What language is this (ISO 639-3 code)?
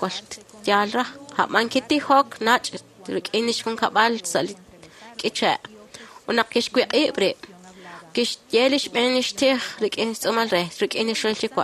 kek